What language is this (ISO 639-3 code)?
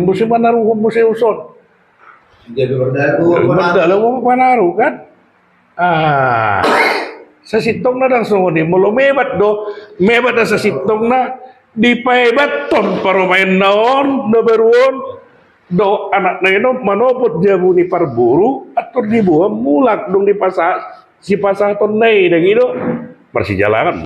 bbc